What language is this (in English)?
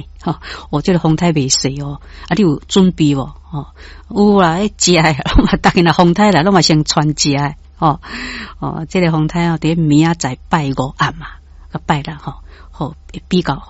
Min Nan Chinese